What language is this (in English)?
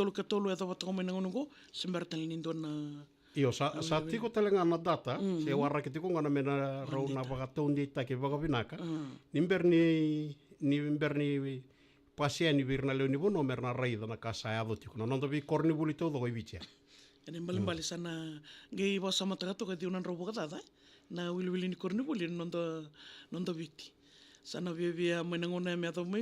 Fijian